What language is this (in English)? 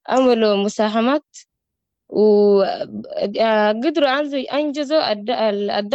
Sudanese Arabic